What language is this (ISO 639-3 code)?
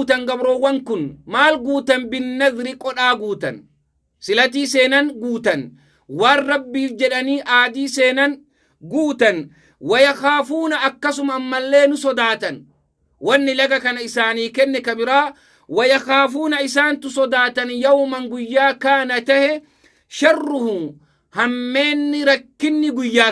orm